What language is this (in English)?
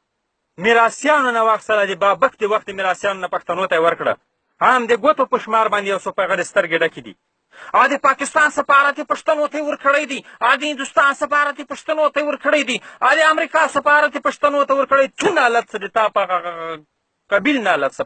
Pashto